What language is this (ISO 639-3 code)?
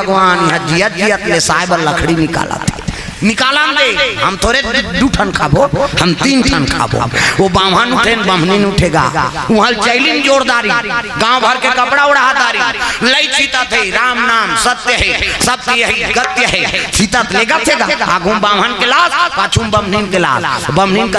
hne